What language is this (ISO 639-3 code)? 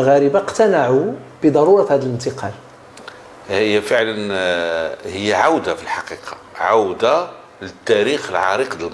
ary